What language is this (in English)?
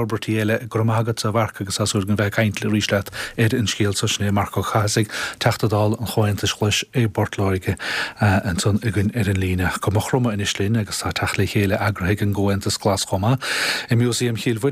Irish